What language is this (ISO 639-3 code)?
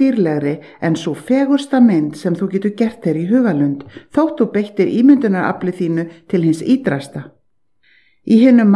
isl